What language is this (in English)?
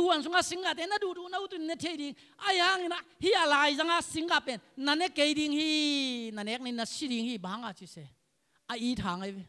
Tedim Chin